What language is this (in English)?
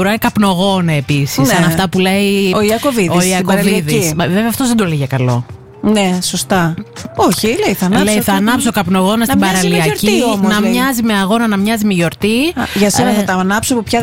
Greek